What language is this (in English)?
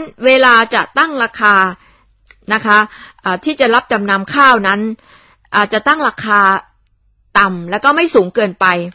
Thai